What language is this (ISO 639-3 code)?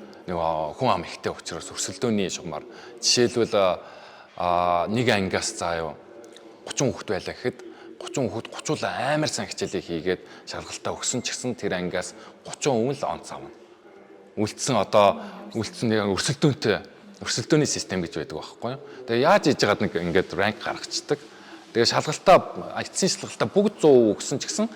mon